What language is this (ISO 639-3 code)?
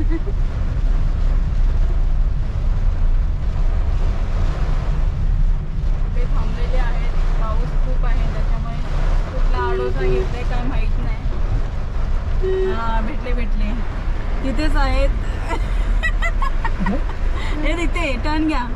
mar